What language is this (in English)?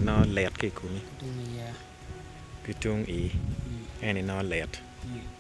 Acoli